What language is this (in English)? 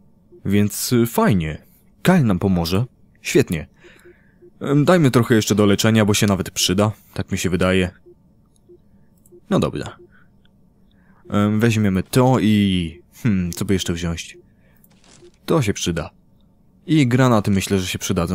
Polish